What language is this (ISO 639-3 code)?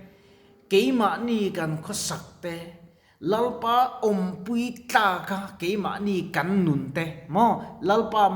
lus